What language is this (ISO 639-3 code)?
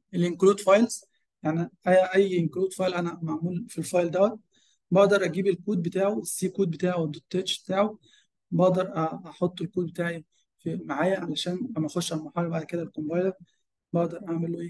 arz